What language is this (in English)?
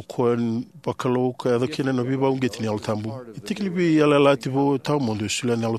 Fijian